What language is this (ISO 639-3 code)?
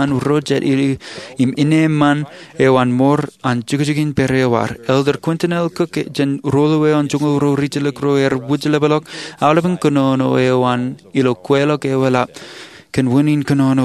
mah